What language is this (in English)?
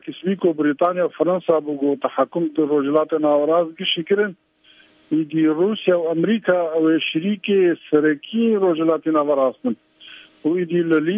Kurdish